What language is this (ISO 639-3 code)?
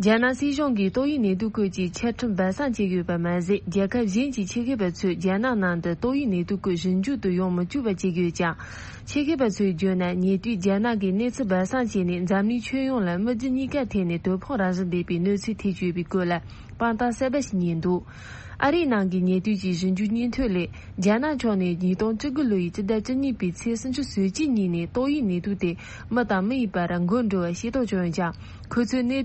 bod